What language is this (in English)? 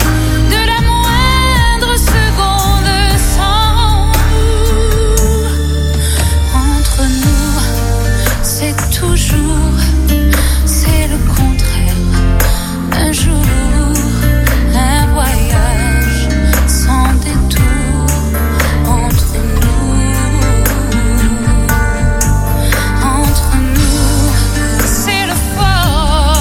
French